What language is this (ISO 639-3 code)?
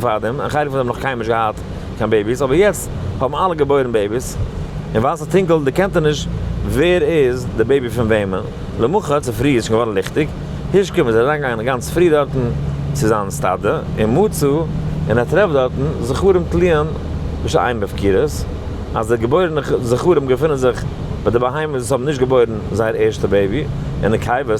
yid